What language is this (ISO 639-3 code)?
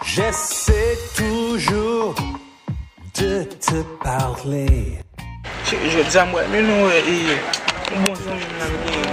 hat